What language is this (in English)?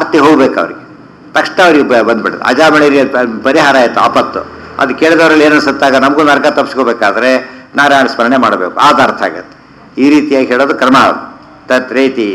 Kannada